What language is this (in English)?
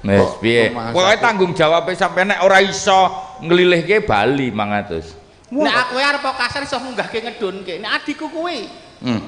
Javanese